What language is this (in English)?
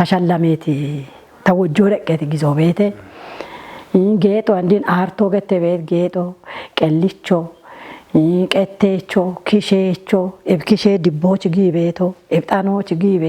Kafa